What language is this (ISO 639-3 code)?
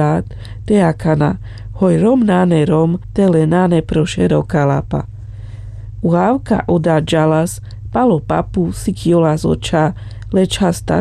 rmc